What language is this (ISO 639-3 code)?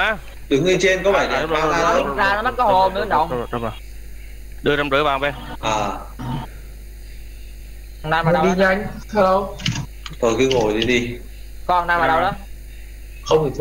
vie